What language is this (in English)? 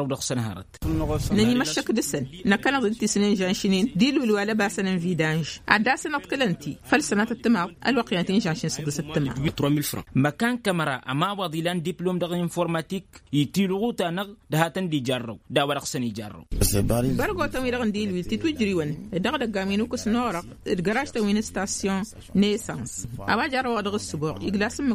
Tamasheq